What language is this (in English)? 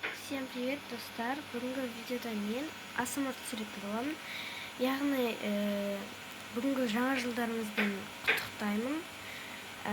Kazakh